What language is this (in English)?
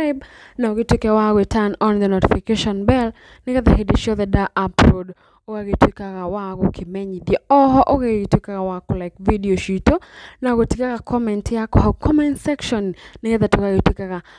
Kikuyu